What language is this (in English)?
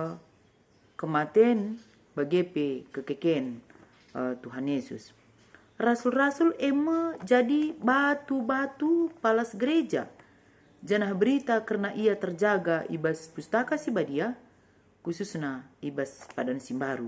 Batak Karo